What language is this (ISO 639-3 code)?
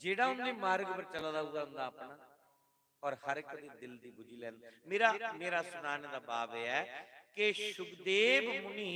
doi